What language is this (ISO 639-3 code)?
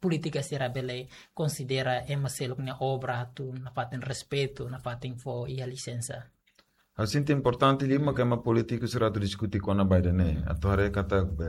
tet